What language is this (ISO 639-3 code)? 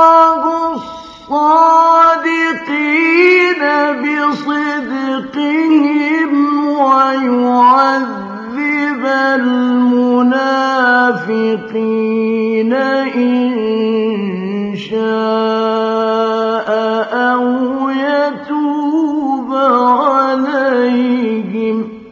ara